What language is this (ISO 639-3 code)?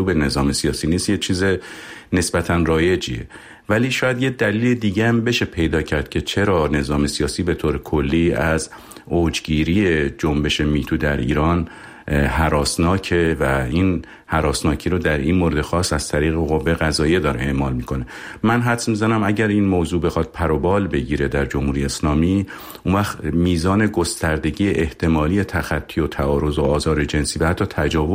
fas